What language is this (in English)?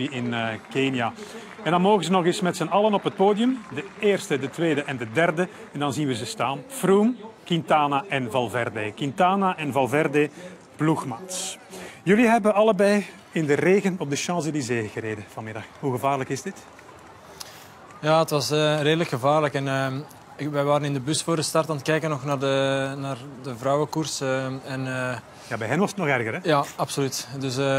Dutch